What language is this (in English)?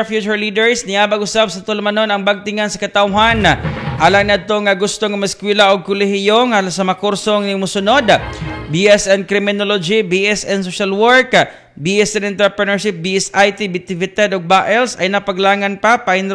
Cebuano